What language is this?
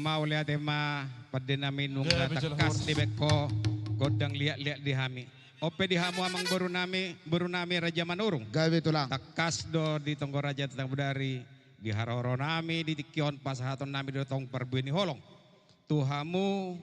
Batak Toba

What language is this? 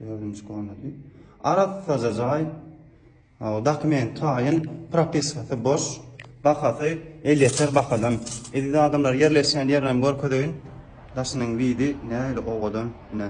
Turkmen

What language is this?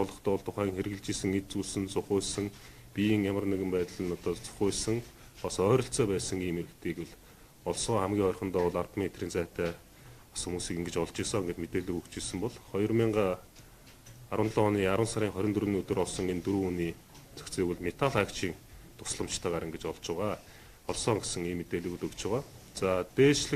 Mongolian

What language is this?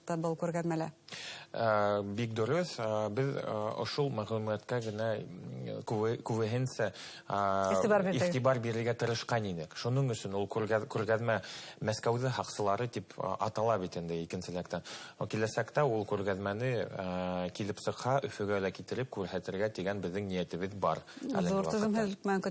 Bashkir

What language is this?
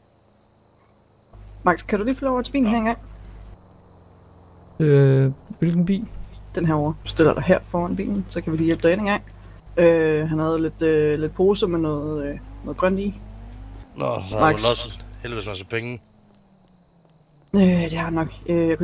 Danish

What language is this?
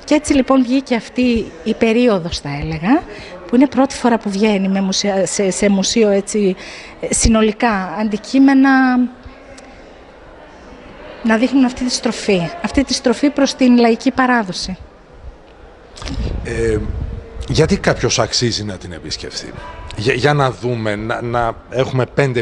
Greek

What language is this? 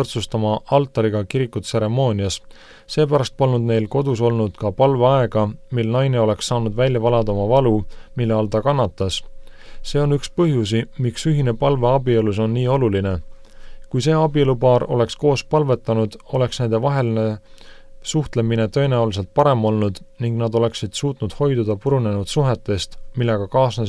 Estonian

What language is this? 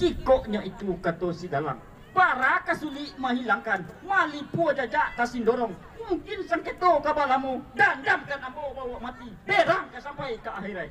Minangkabau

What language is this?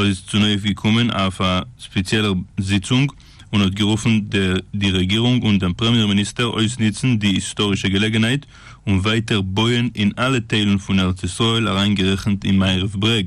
Yiddish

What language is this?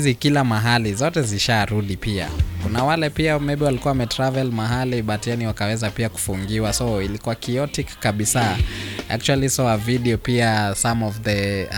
Swahili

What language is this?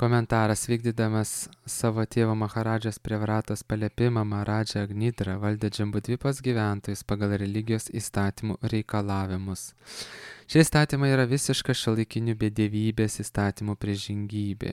Lithuanian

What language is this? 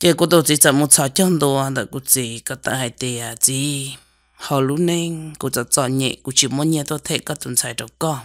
Hmong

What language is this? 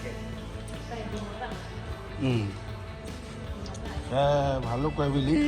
S'gaw Karen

